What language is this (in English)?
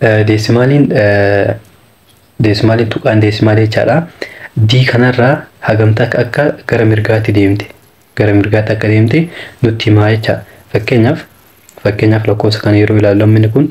Oromo